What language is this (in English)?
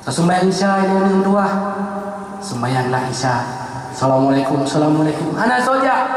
Achinese